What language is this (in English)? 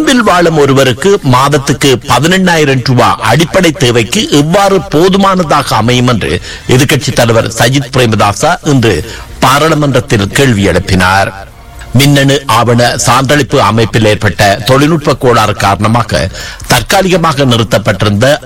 Tamil